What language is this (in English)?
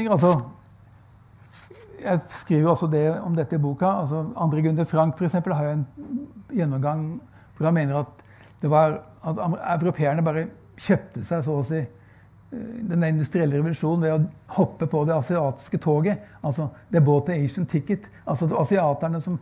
Norwegian